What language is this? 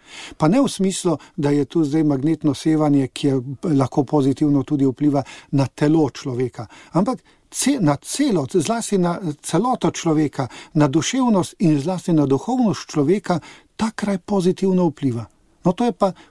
Slovenian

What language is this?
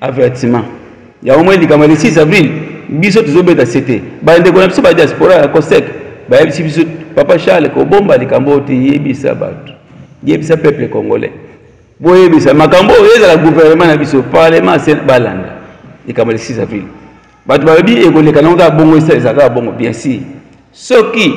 Lingala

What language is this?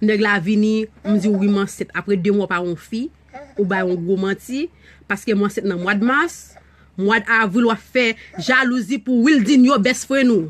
Haitian Creole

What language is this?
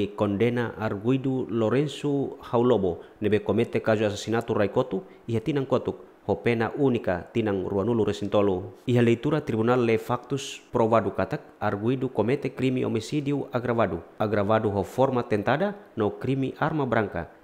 Tetum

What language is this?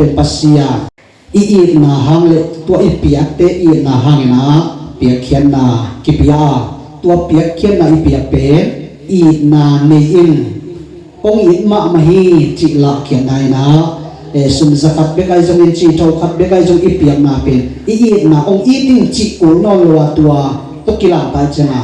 Tedim Chin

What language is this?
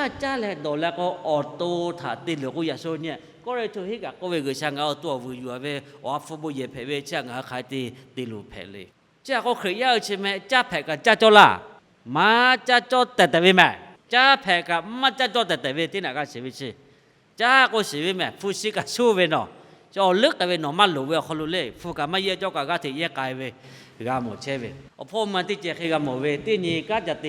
Lahu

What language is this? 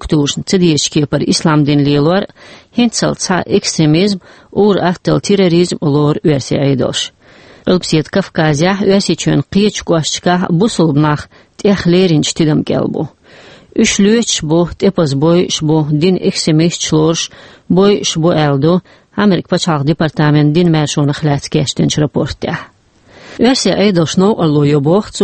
Chechen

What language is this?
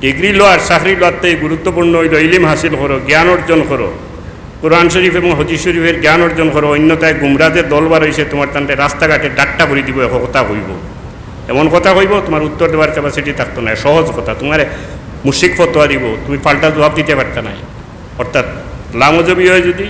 Sylheti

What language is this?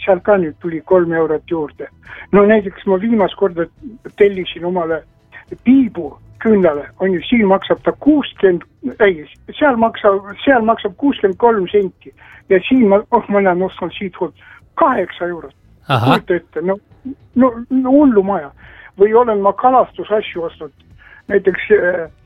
Estonian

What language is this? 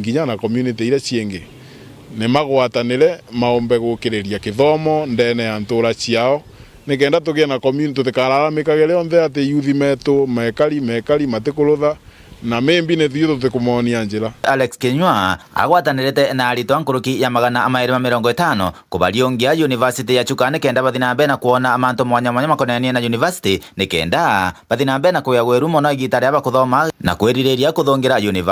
Meru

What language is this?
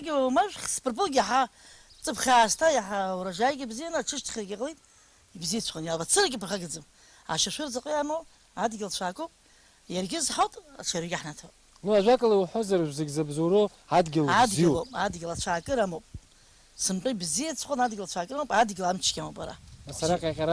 Abkhazian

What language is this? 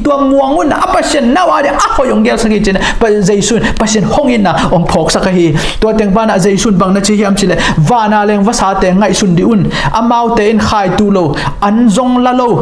Tedim Chin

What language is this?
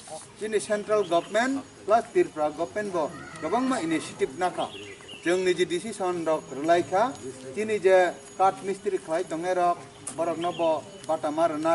Kok Borok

